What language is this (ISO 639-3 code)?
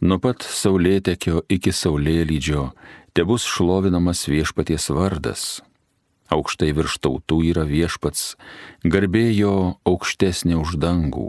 lit